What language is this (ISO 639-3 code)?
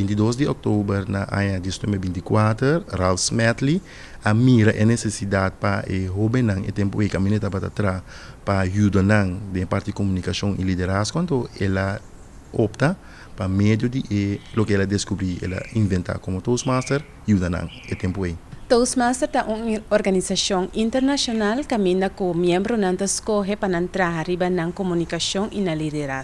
pap